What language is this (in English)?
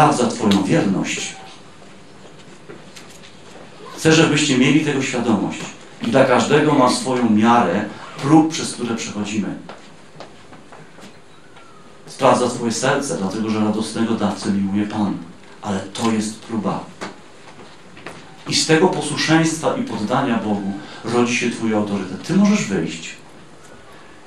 Polish